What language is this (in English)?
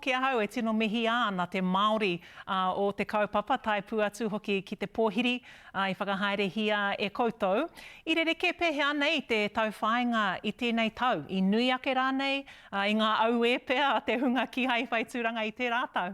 Māori